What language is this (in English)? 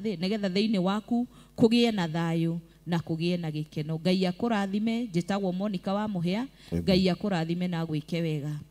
Kikuyu